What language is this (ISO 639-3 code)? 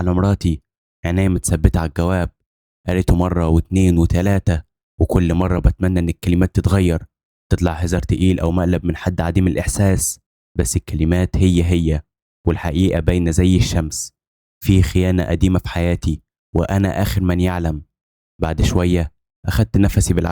arz